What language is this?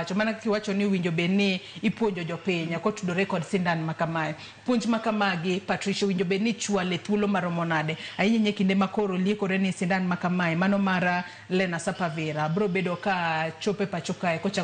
Luo (Kenya and Tanzania)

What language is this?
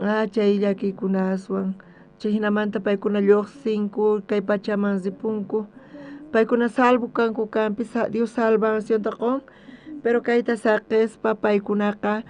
South Bolivian Quechua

